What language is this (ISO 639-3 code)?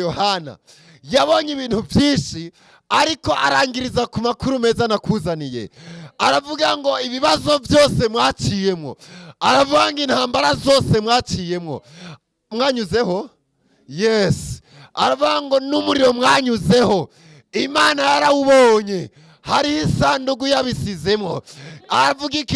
run